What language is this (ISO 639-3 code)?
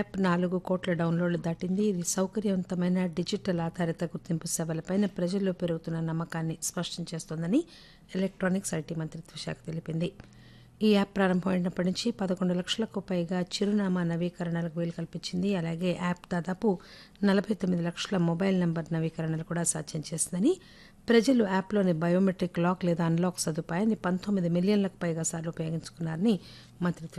tel